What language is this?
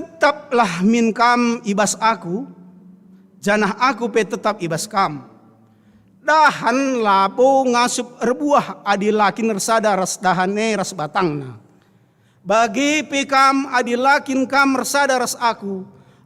Batak Karo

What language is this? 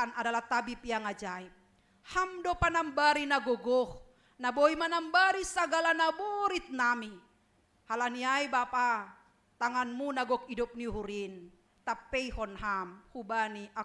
Batak Simalungun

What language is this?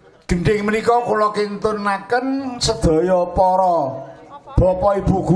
Javanese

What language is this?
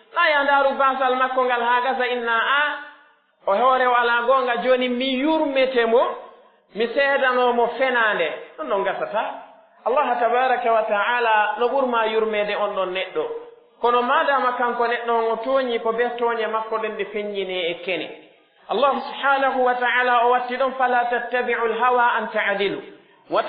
Pular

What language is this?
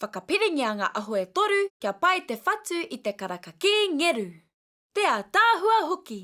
Māori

